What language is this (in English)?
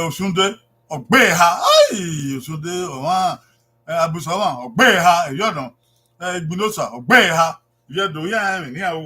Bini